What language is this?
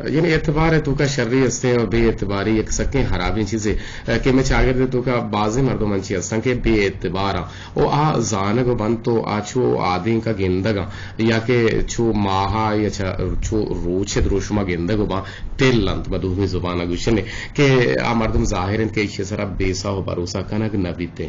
Eastern Balochi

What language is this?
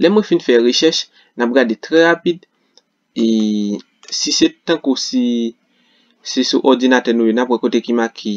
Haitian Creole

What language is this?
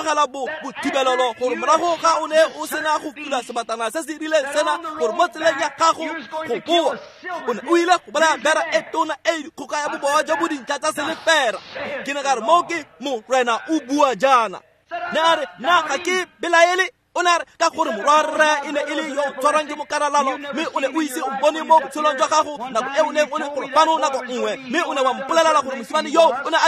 Tswana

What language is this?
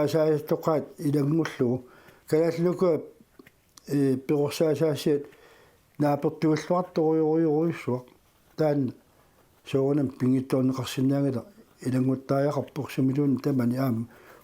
Kalaallisut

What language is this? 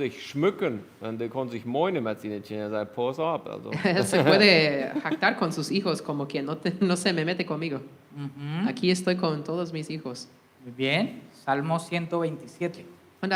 Plautdietsch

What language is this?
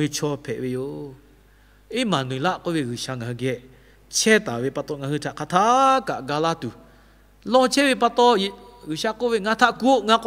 Lahu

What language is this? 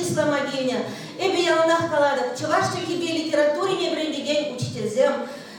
Chuvash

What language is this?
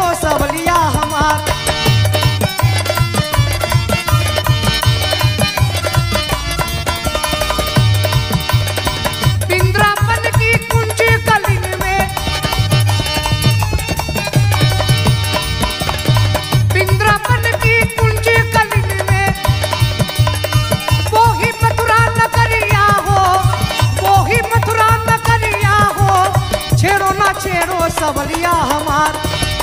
Bhojpuri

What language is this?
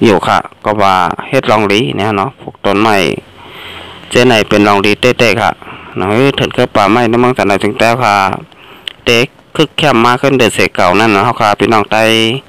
Shan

